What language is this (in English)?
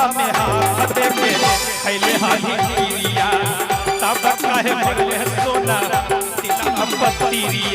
Magahi